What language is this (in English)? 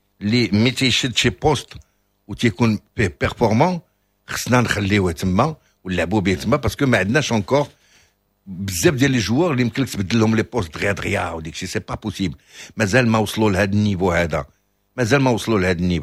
Moroccan Arabic